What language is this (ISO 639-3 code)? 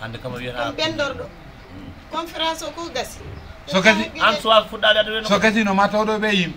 ful